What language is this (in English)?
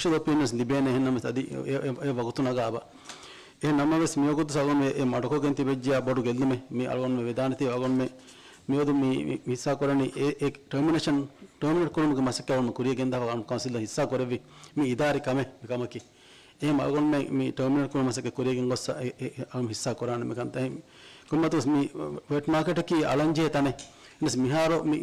Divehi